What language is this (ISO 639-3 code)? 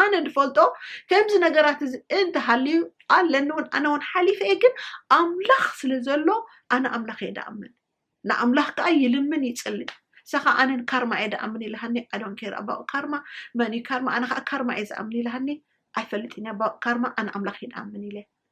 tir